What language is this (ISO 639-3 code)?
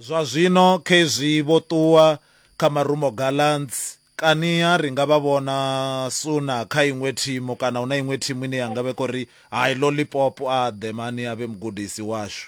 ven